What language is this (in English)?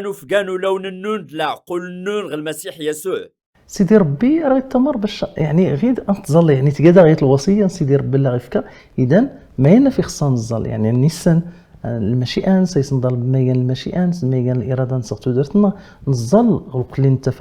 Kabyle